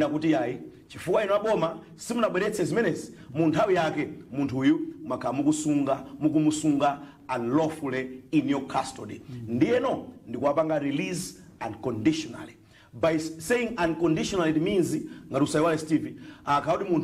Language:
Nyanja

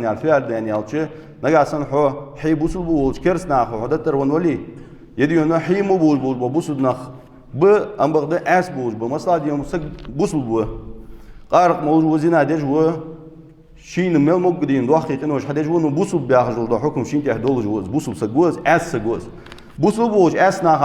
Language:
Ingush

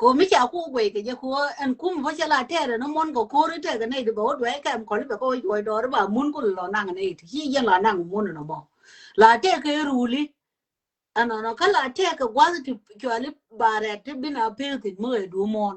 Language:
Nuer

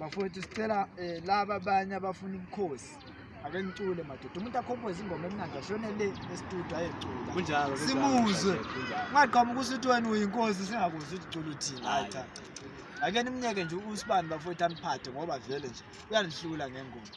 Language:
Zulu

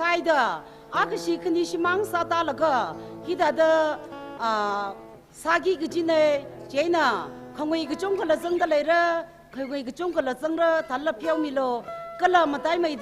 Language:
Tangkhul Naga (India)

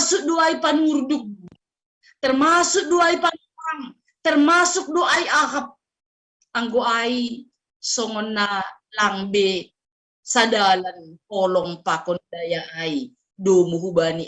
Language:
Batak Simalungun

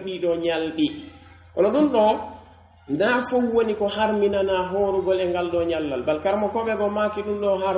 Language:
Pular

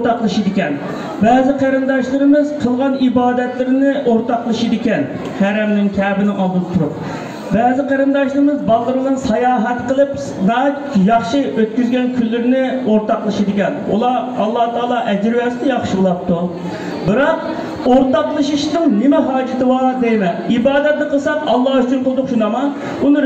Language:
Uyghur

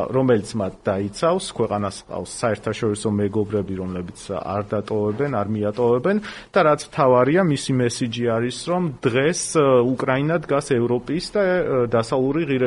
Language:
Georgian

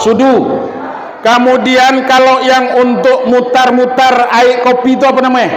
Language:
Minangkabau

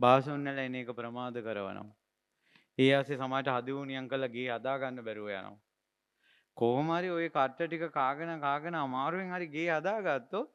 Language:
Sinhala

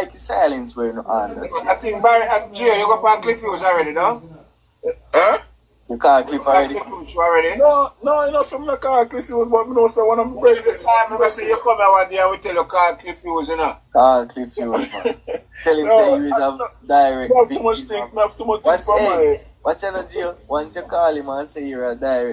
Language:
Jamaican Creole English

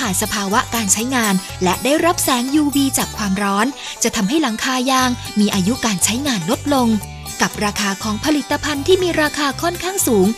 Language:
Thai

